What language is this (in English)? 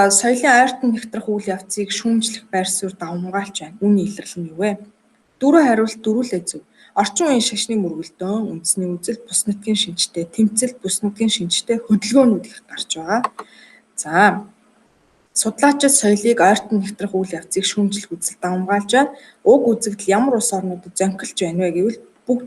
Mongolian